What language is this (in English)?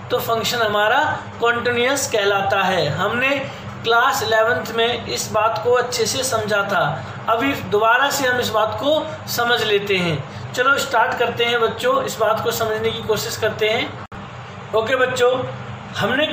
Hindi